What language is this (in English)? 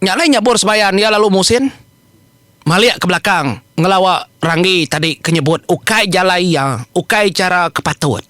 Iban